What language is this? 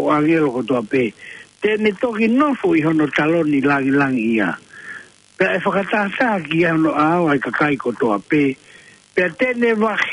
Tongan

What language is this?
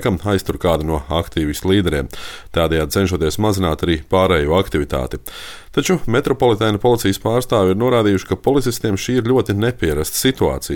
Latvian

